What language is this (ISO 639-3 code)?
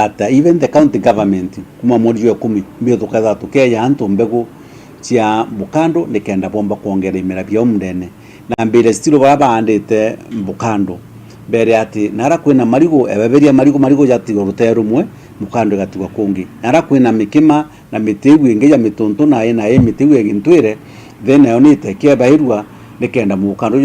mer